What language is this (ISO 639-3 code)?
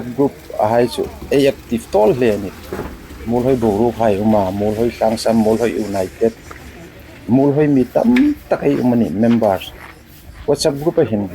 hmr